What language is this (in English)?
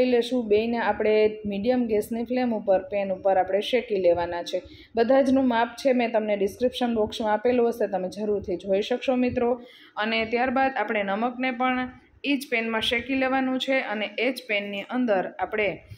Gujarati